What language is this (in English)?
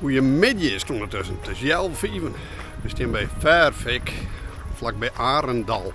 Western Frisian